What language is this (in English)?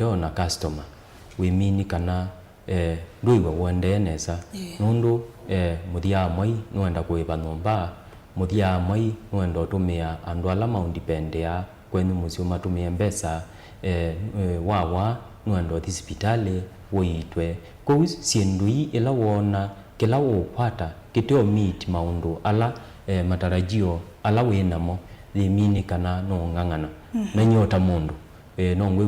Kamba